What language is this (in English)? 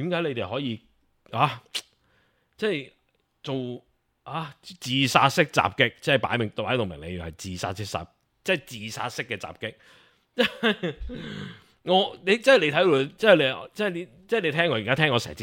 Cantonese